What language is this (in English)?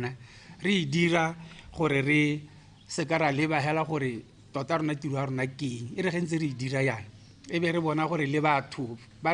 Tswana